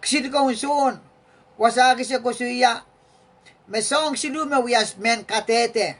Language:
Pohnpeian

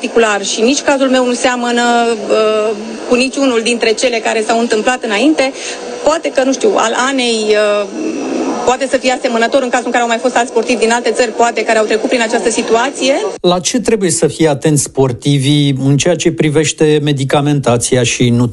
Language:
Romanian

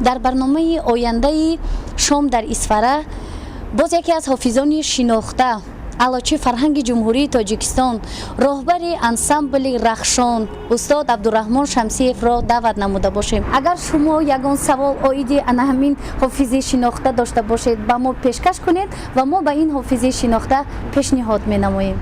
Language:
Tajik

